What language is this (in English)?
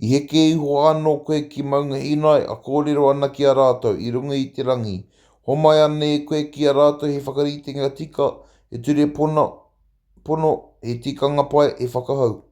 Māori